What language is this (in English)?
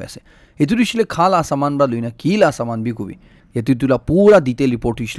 Naga Pidgin